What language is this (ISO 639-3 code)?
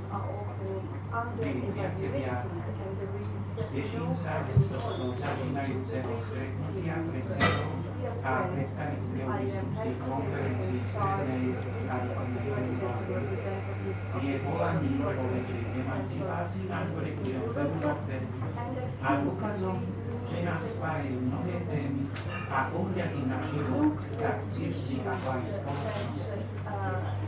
slk